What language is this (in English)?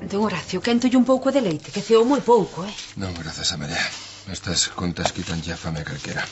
Galician